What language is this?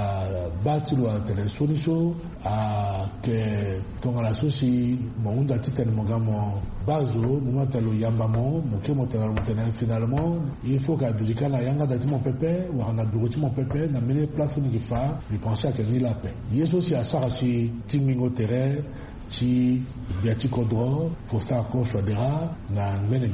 Sango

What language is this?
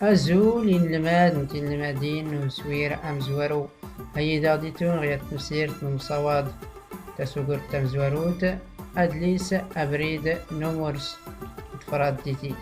Tachelhit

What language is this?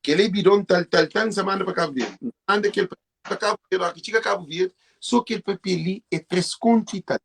Kabuverdianu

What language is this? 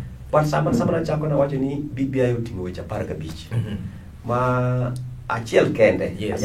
Luo (Kenya and Tanzania)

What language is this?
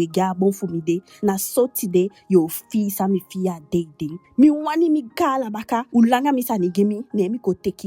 Eastern Maroon Creole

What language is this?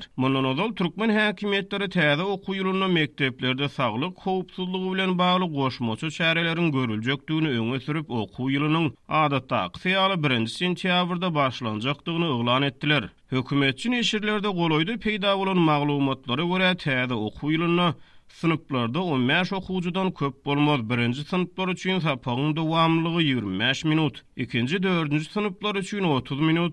Turkmen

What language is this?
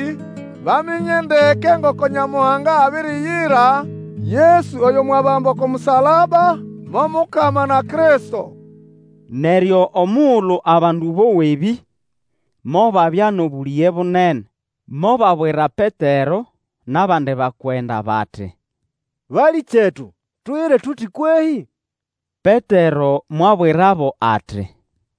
Nande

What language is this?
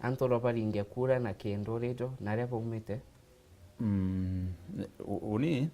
Meru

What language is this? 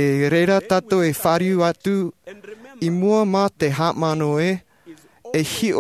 Tahitian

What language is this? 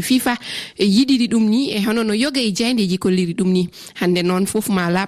Fula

